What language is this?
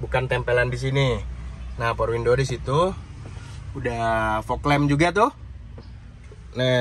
Indonesian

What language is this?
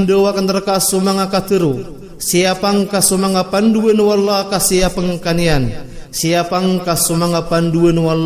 Maranao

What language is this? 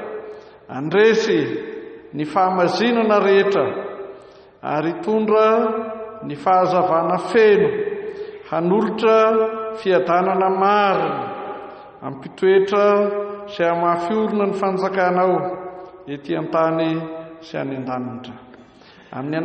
Malagasy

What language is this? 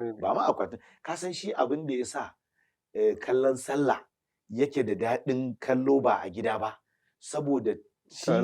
Hausa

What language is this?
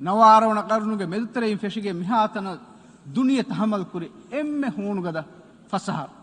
Divehi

